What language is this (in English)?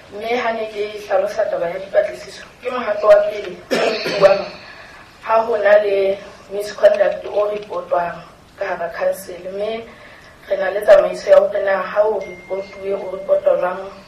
Southern Sotho